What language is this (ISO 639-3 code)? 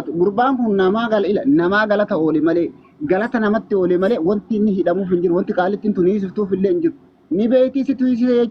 orm